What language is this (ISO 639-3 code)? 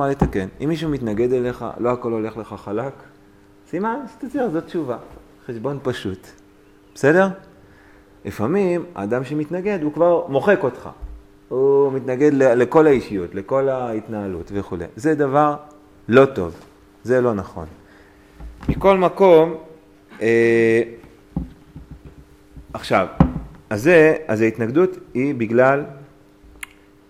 heb